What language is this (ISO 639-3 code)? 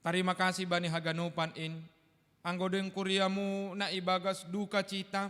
bts